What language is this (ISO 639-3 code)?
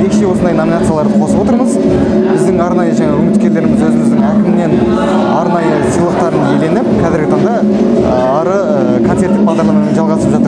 kaz